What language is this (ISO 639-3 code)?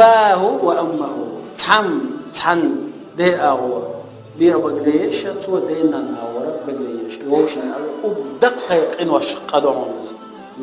che